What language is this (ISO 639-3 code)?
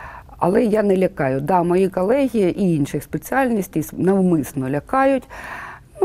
ukr